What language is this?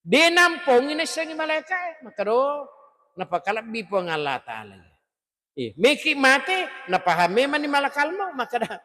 Buginese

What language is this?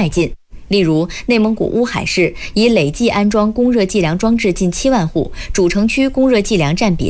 Chinese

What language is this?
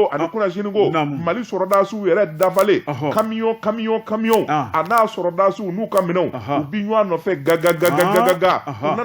Bambara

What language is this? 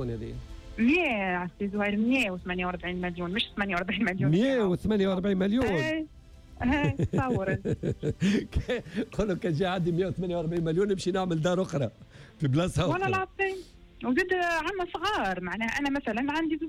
Tunisian Arabic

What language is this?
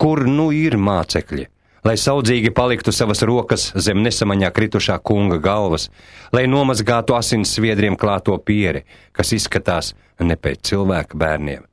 Latvian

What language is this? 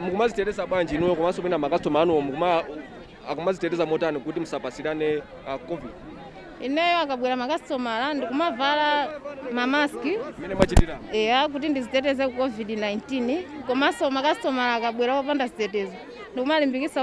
Nyanja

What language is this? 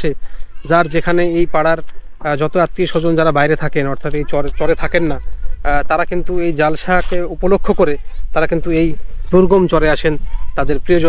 Bangla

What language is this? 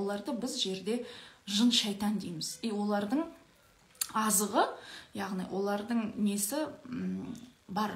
Kazakh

